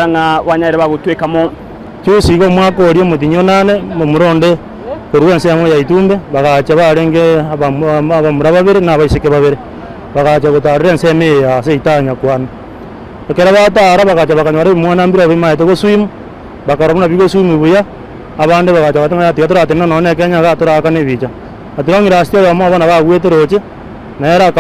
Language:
Gusii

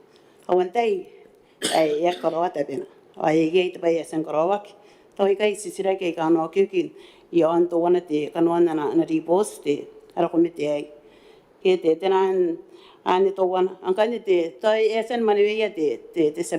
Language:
Gilbertese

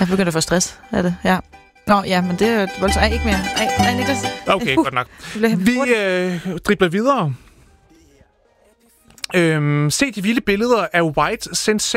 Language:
Danish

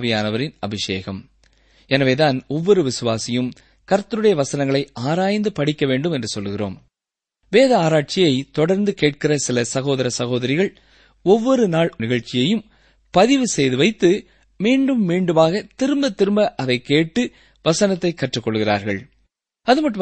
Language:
Tamil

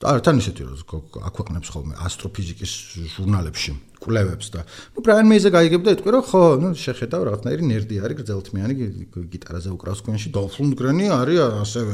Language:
Georgian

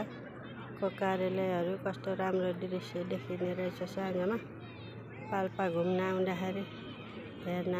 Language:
Nepali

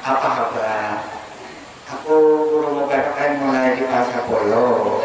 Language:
Banjar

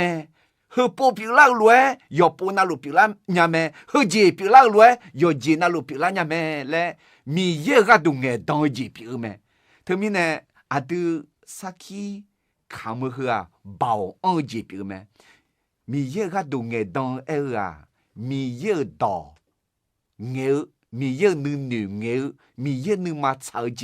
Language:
Akha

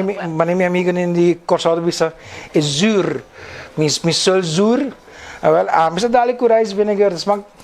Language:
Papiamento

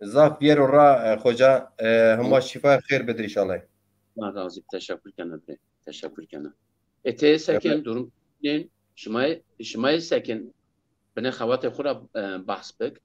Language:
Zaza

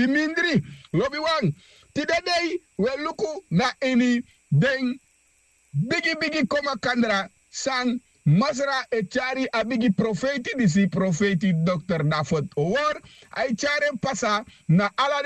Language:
Sranan Tongo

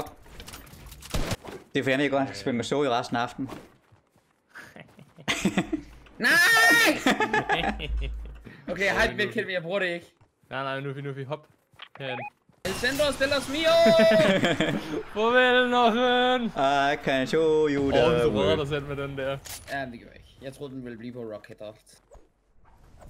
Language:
Danish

